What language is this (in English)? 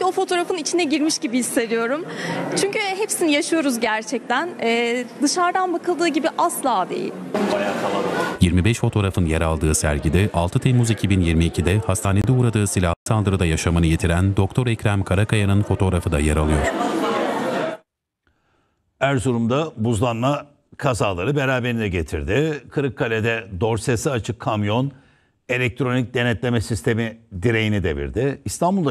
Turkish